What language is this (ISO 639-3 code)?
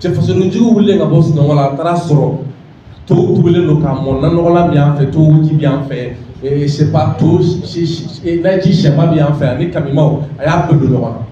bam